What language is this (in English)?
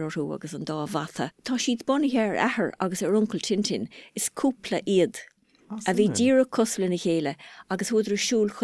Irish